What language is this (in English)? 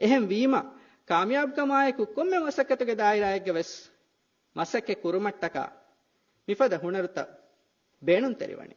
Divehi